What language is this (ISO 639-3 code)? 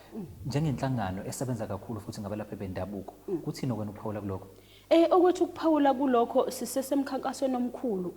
zul